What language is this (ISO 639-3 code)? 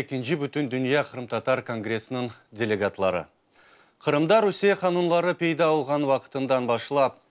crh